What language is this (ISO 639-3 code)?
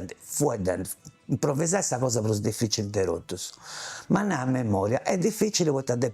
srd